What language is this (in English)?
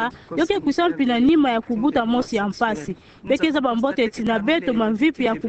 Kituba (Democratic Republic of Congo)